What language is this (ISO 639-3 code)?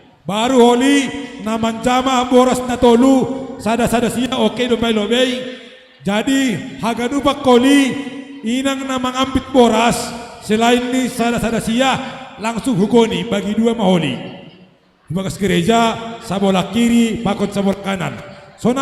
bts